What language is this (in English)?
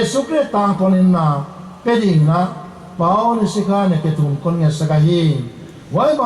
Paite Chin